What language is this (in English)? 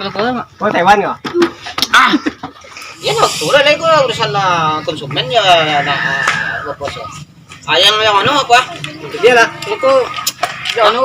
Minangkabau